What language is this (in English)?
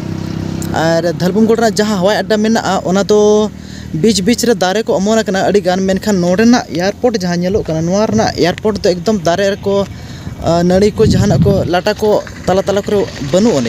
Santali